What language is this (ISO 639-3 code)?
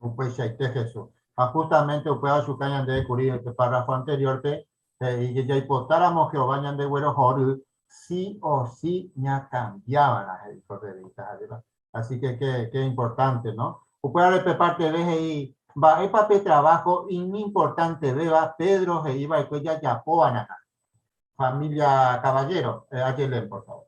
grn